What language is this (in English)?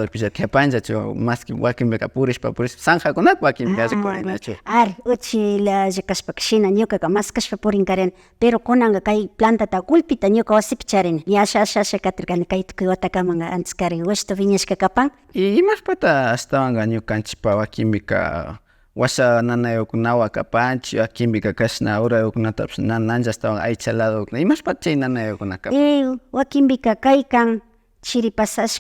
Imbabura Highland Quichua